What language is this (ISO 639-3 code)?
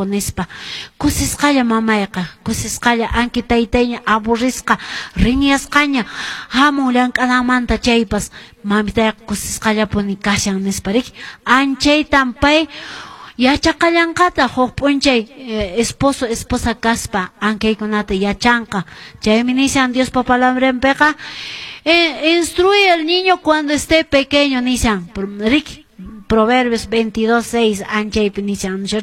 que